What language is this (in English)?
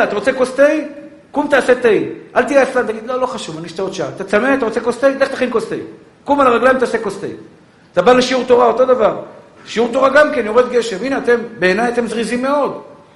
Hebrew